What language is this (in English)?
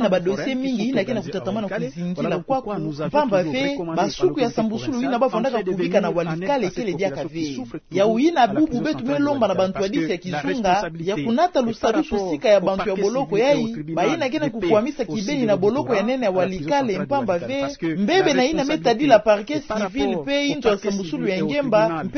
Kituba (Democratic Republic of Congo)